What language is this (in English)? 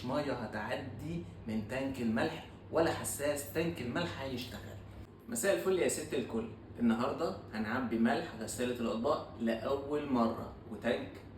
Egyptian Arabic